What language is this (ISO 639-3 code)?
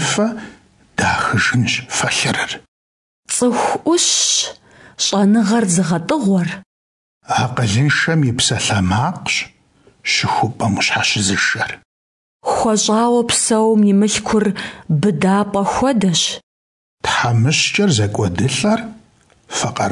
kbd